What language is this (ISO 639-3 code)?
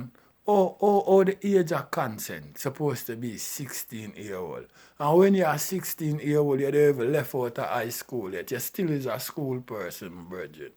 jam